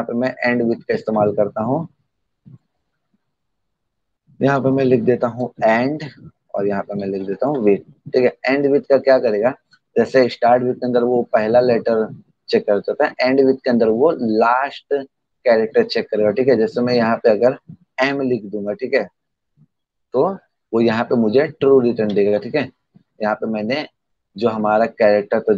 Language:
Hindi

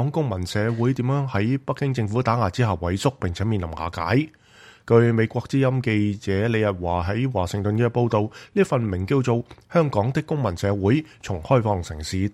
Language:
Cantonese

